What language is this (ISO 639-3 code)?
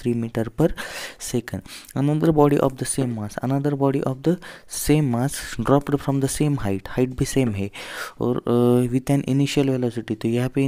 hin